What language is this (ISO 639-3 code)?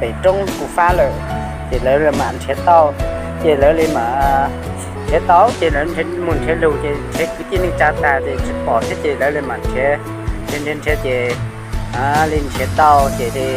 hmn